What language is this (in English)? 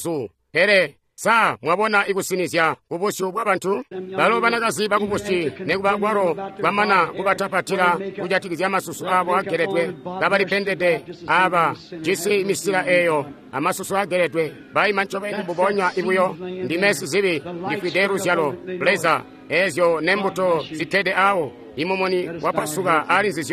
Tonga (Zambia)